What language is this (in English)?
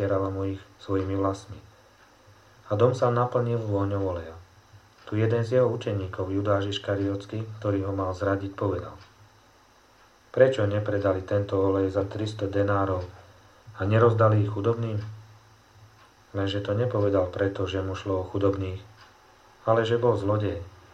Slovak